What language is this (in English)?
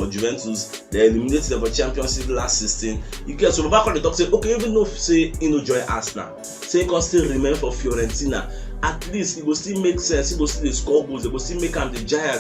Nigerian Pidgin